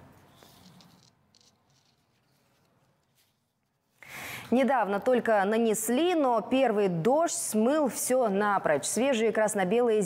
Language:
Russian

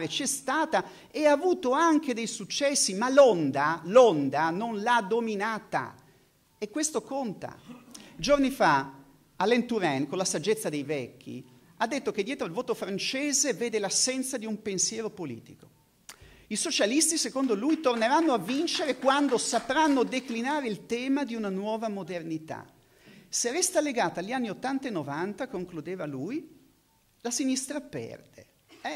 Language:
Italian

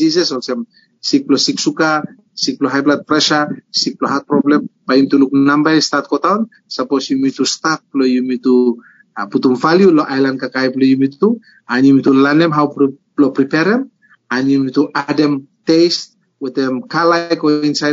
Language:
Bislama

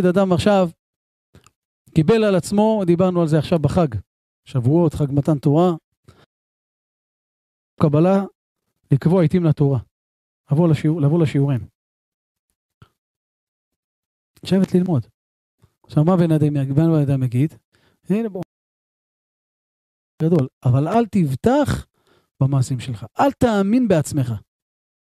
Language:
Hebrew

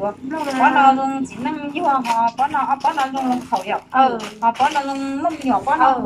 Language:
Hmong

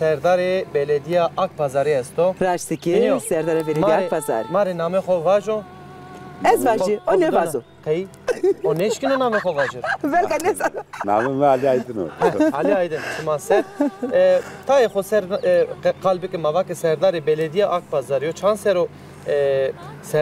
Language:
Zaza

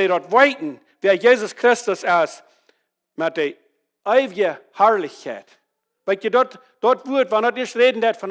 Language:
Plautdietsch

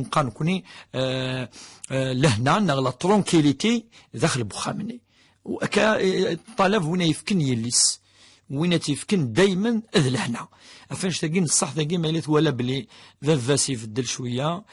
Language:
Kabyle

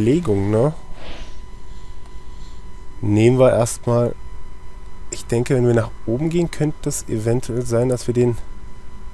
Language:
German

